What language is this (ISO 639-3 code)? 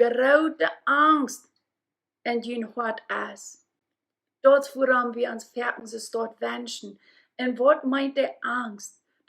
pdt